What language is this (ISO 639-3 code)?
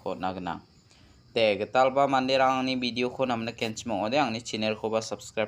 grt